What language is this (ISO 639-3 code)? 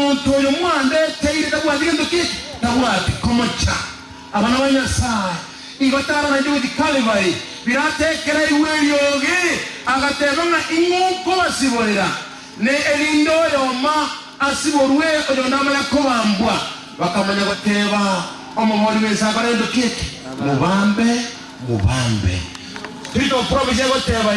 guz